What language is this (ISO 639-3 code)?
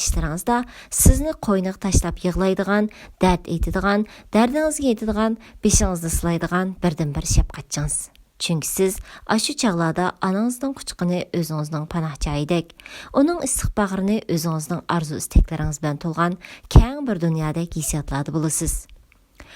uig